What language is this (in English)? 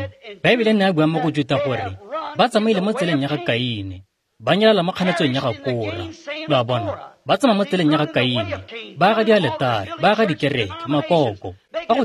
Tswana